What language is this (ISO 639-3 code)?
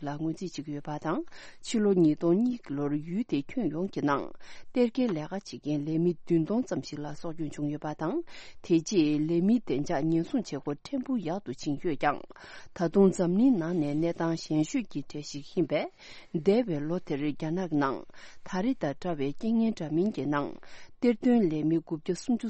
bod